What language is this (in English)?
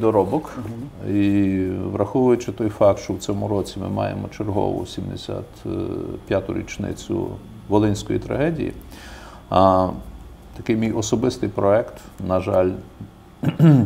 Ukrainian